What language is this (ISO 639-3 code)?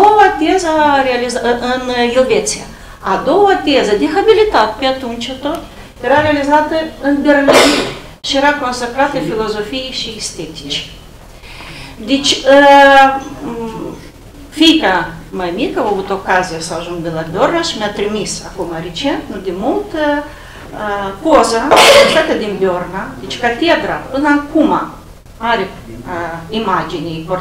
ron